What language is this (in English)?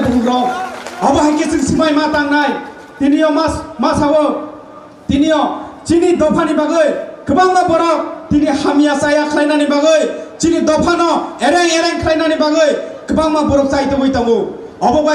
Kok Borok